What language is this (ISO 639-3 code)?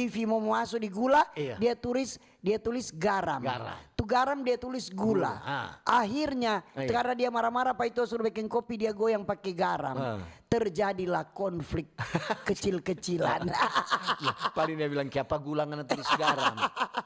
xmm